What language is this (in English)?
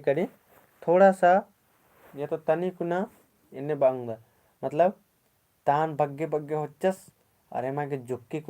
Kurukh